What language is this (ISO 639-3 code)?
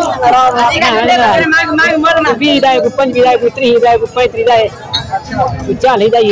skr